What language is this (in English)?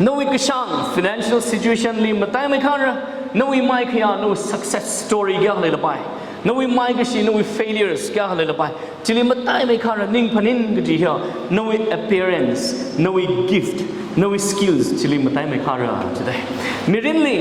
Tangkhul Naga (India)